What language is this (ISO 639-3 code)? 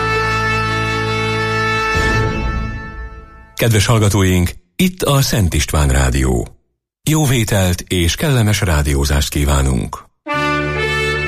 hun